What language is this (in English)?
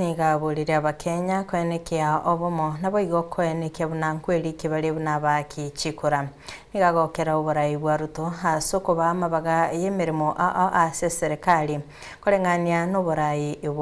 Gusii